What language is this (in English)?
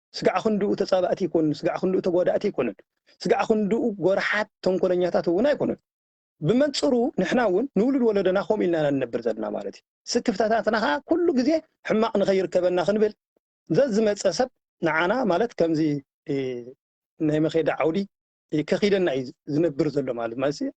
Tigrinya